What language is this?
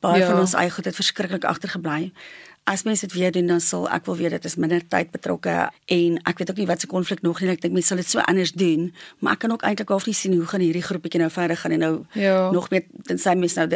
Afrikaans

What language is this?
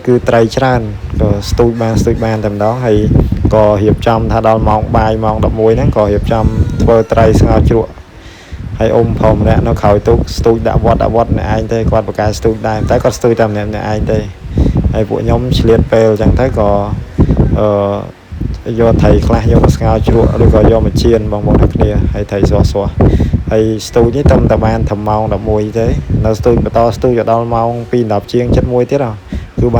Khmer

